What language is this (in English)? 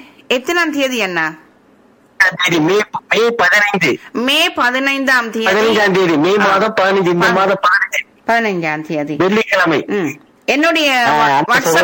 Tamil